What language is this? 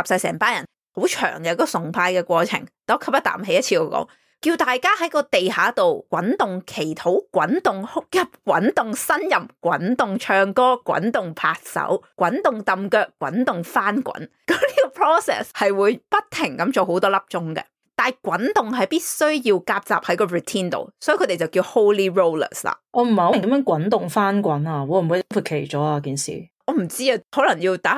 Cantonese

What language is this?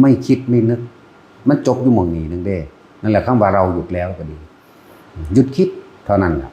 Northeastern Thai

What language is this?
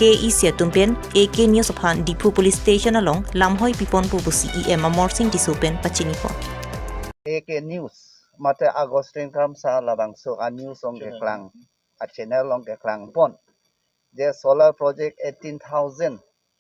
Karbi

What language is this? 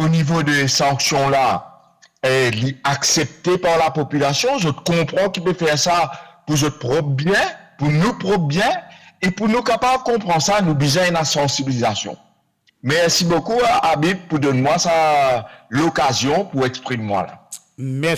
Morisyen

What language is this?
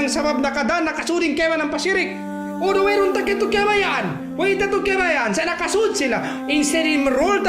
Tausug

